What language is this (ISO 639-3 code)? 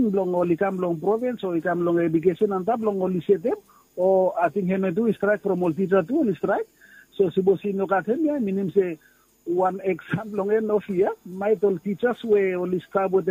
bis